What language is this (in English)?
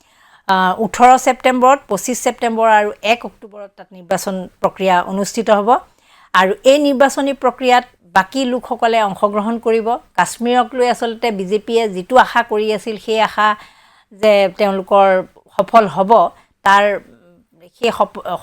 Assamese